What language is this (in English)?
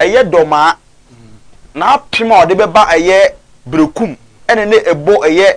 Akan